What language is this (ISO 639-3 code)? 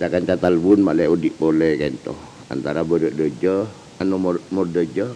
mad